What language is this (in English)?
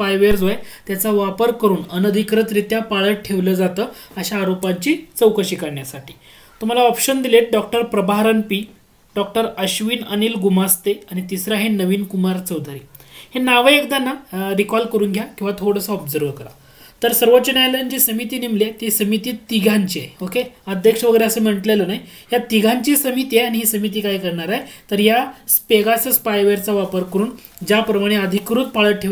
Marathi